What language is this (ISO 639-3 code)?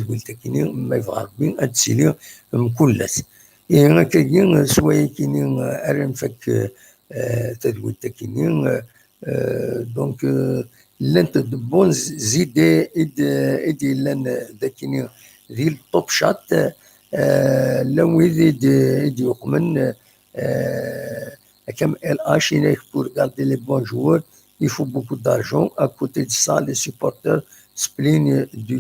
kab